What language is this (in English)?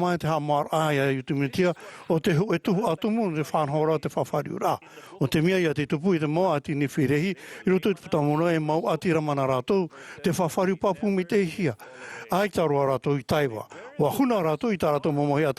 Tahitian